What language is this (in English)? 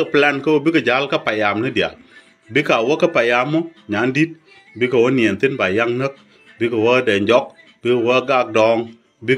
Nuer